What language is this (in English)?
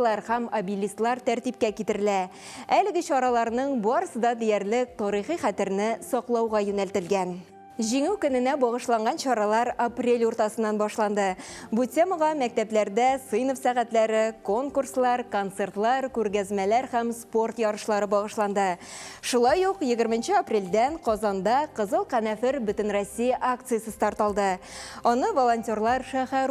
Tatar